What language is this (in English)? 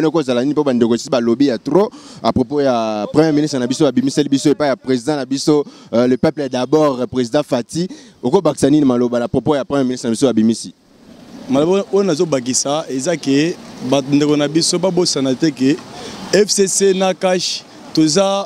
Lingala